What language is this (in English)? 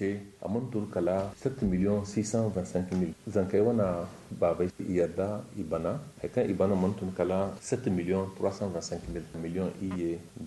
Zarma